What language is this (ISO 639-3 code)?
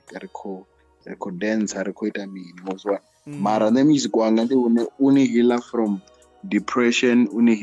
ven